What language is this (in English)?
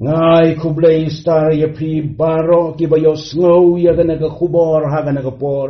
Khasi